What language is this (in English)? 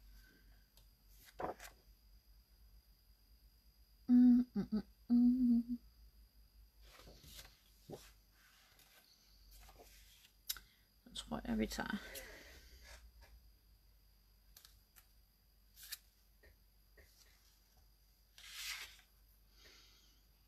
Danish